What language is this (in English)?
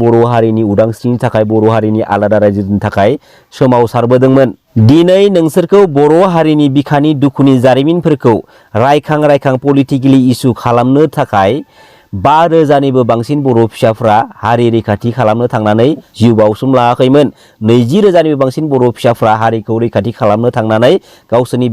Bodo